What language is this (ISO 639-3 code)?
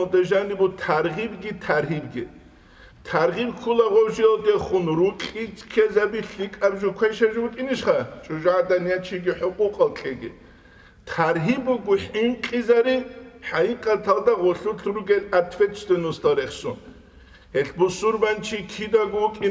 ava